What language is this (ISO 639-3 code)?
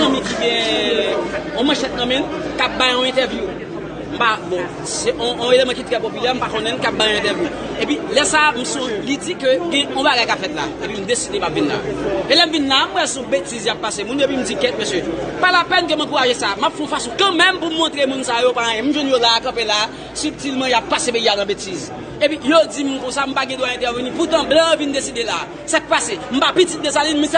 hat